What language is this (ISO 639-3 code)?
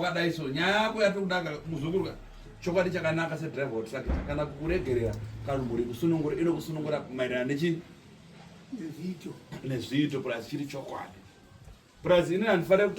sna